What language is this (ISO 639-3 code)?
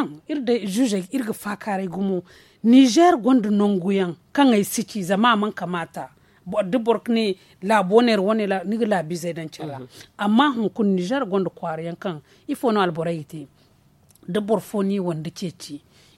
dje